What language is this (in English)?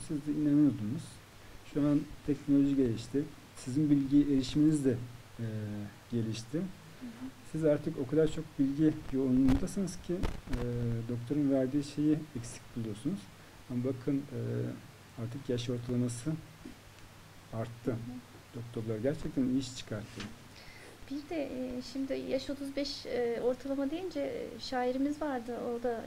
Turkish